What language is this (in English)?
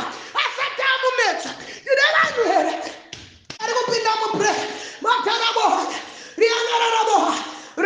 Shona